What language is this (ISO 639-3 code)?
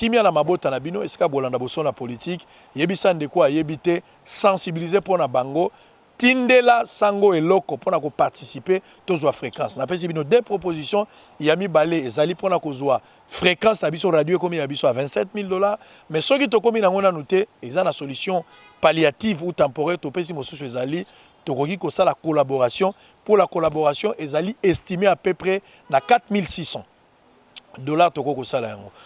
lin